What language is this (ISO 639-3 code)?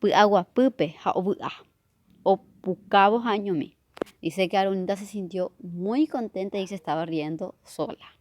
grn